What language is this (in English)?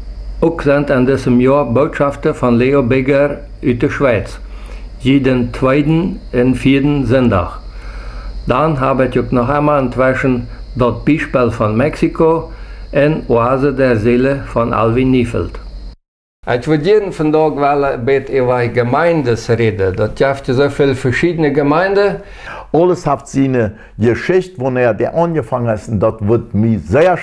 Plautdietsch